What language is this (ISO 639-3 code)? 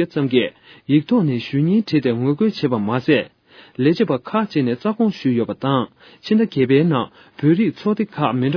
bod